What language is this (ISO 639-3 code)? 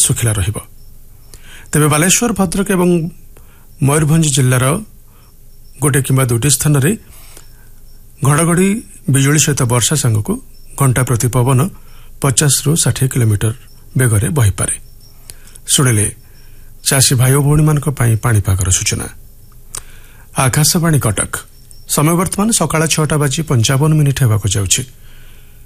ori